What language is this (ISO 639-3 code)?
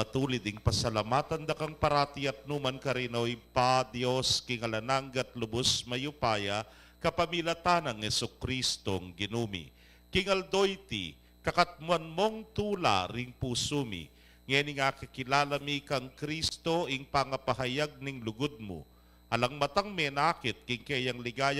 pam